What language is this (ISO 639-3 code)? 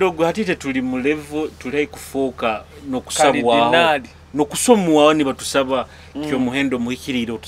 nyo